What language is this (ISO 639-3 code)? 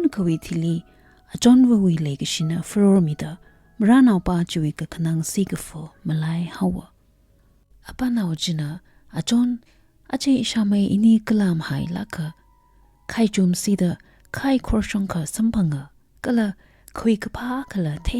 nmf